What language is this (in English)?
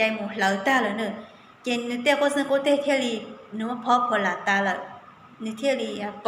Hmong